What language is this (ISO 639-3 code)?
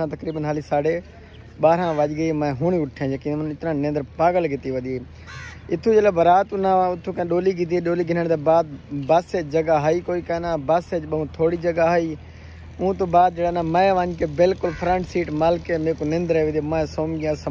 skr